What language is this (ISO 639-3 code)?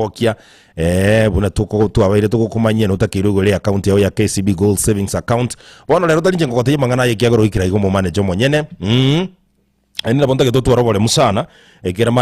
guz